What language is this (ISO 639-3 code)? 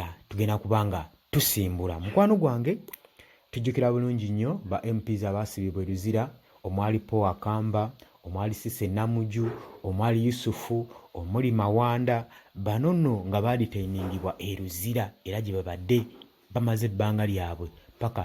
lug